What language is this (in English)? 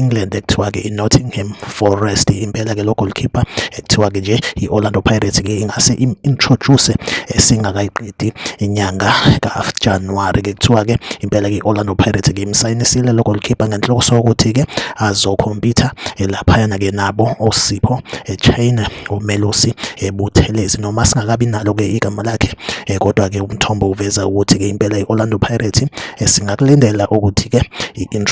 Zulu